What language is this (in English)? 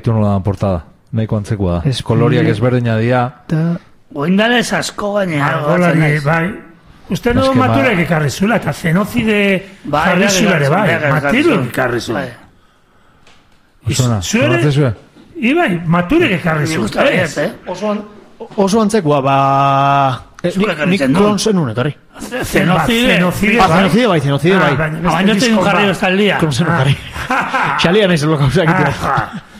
Basque